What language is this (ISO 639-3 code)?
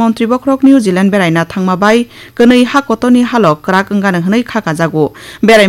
trp